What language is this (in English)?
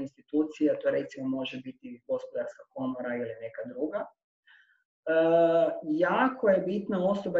Croatian